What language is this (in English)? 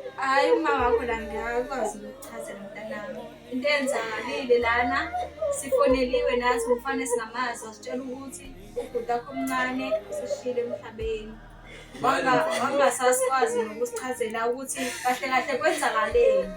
Zulu